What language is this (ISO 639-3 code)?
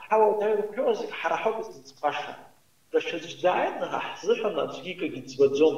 abk